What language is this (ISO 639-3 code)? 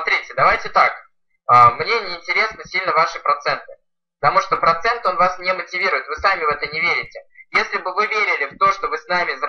rus